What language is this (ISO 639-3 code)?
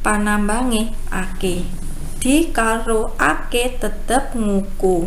jav